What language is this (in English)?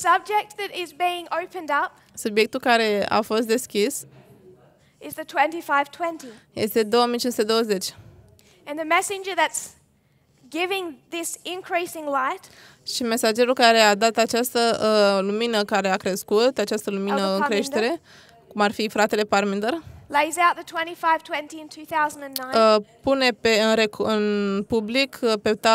Romanian